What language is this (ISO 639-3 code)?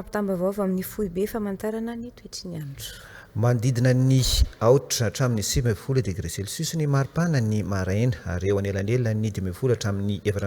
mlg